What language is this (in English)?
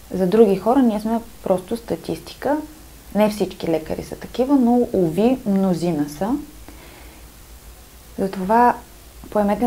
Bulgarian